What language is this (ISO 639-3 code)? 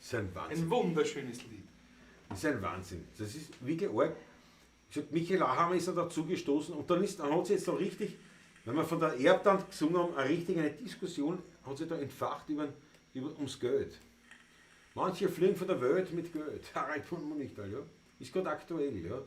bar